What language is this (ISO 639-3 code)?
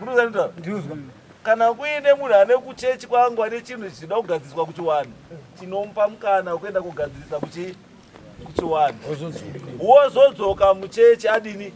sna